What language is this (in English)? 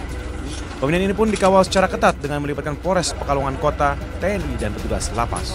Indonesian